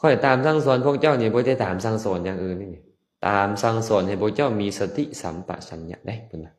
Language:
Lao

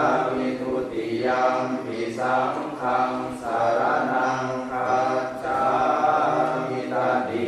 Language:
Pali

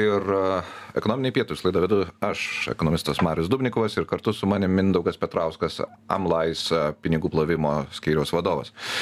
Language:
Lithuanian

